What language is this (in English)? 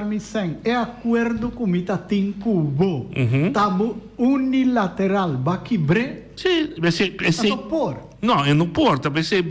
Papiamento